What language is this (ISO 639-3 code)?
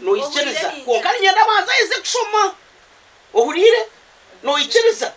nyn